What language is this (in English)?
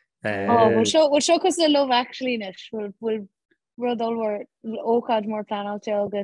Irish